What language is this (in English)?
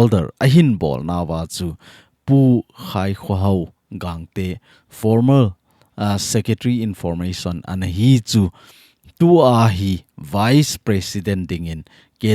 Thado Chin